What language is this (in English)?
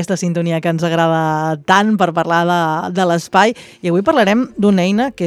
Catalan